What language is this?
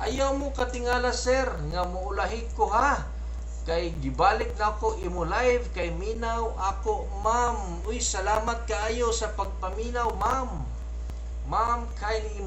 Cebuano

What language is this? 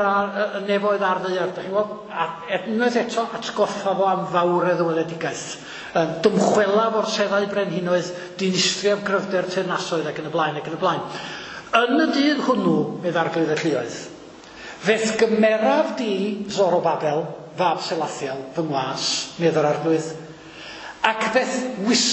Welsh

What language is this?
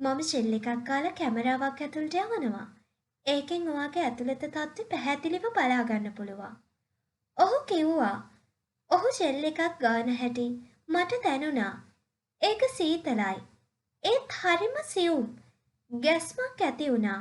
Sinhala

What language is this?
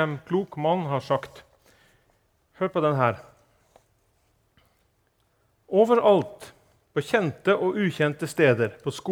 Norwegian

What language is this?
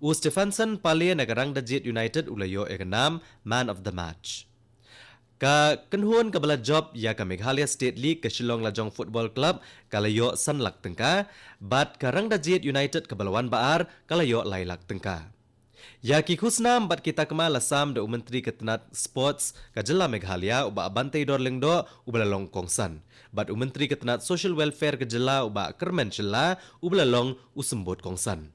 Khasi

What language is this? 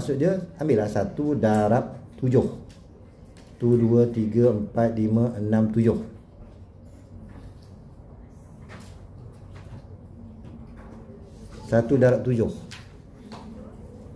Malay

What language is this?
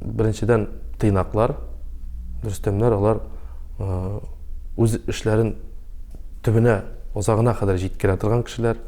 Tatar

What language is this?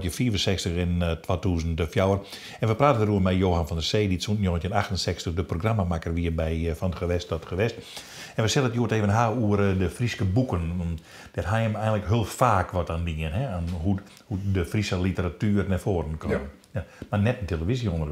Western Frisian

